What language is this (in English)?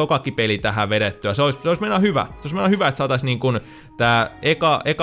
Finnish